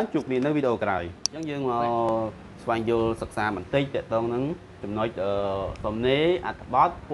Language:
Khmer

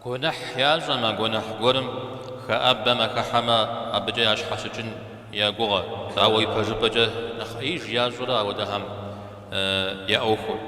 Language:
Kabardian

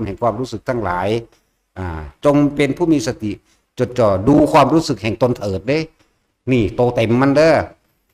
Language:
Northeastern Thai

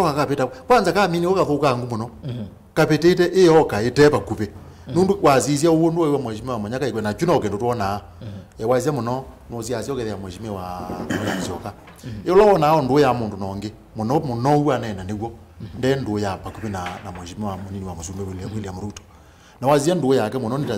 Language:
Kamba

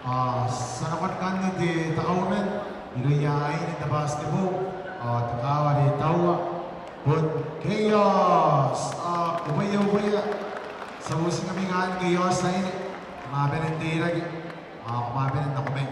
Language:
Gilbertese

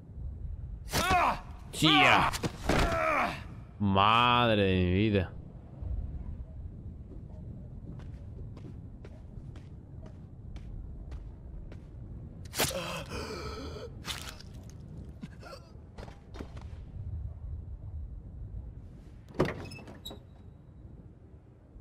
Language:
Spanish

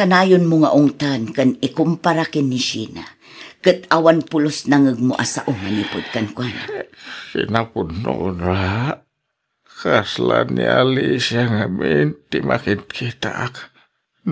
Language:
Iloko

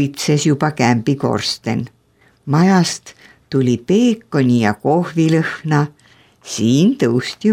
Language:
Estonian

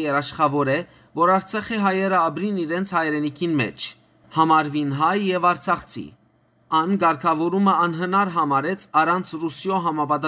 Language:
Western Armenian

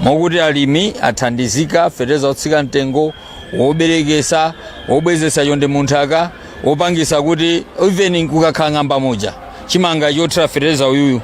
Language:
Nyanja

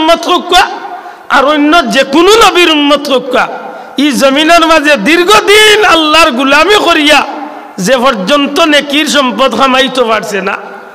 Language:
Sylheti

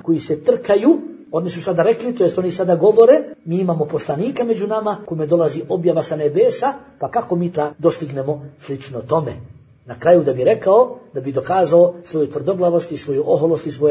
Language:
Bosnian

